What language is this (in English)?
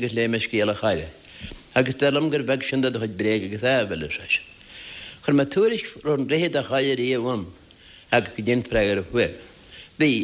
Irish